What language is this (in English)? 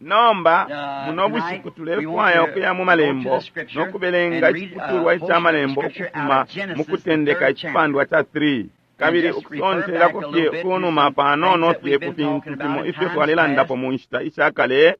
Bemba